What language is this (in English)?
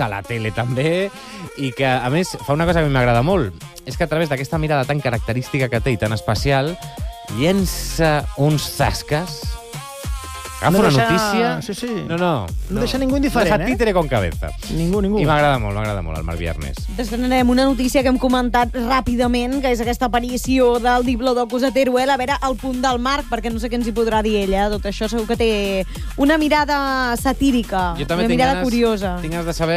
Catalan